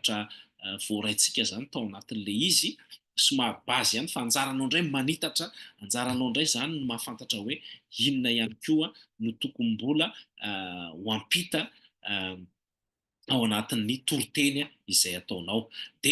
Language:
Malagasy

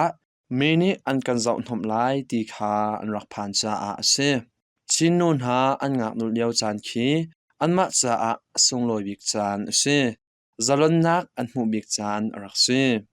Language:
Hakha Chin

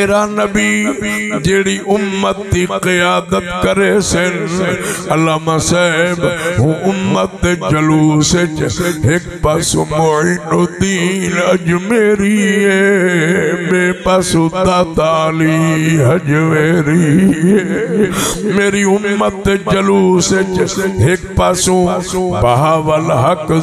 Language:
Saraiki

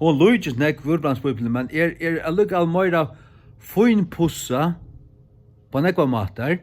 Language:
Faroese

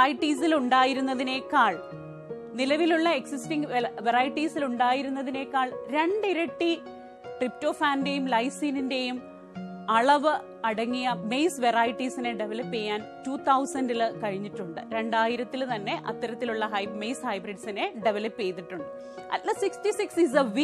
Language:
Malayalam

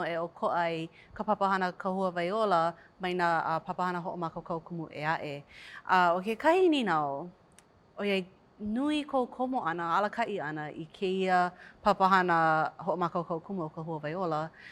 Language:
Hawaiian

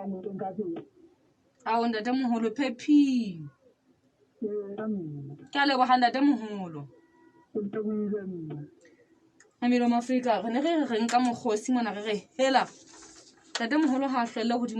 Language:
Southern Sotho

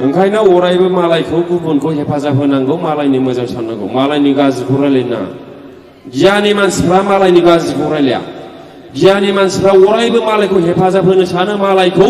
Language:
Bodo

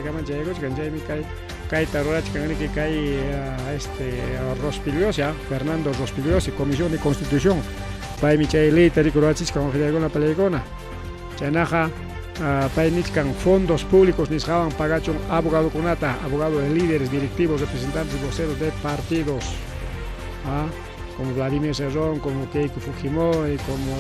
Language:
Ayacucho Quechua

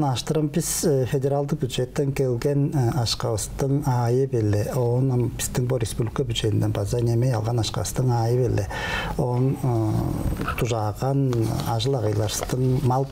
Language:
Tuvinian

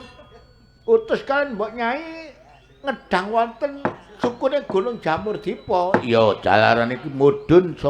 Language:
Javanese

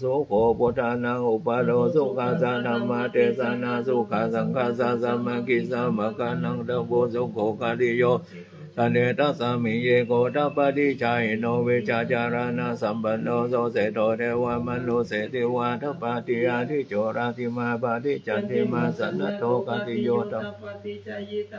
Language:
Pali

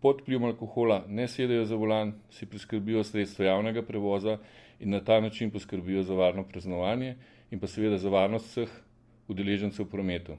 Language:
Slovenian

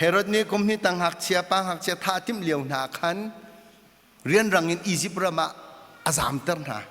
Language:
Hakha Chin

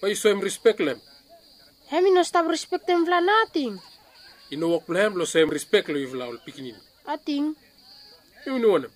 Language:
Bislama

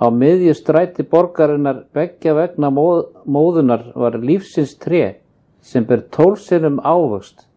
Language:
Icelandic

